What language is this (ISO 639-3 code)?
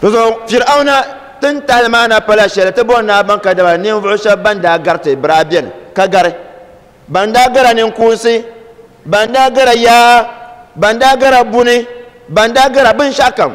dag